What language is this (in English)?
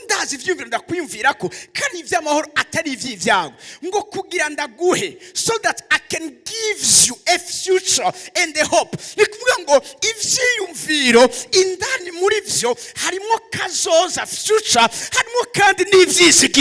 Rundi